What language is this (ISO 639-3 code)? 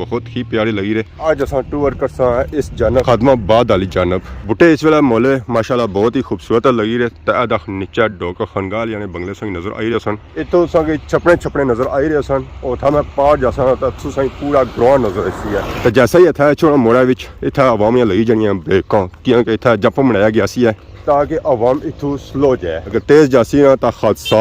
phr